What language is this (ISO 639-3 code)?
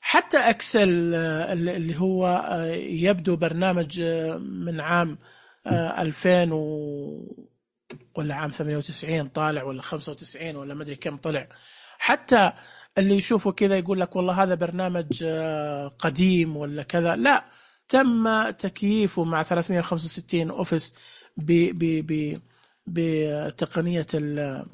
ars